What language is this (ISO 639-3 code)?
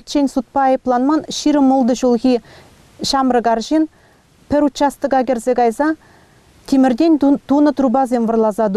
chv